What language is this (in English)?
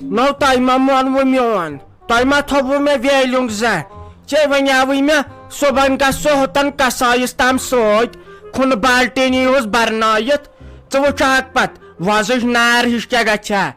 Kashmiri